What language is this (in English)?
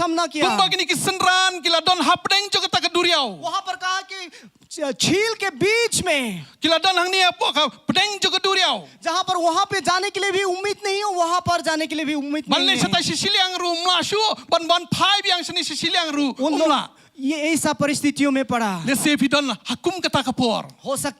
Khasi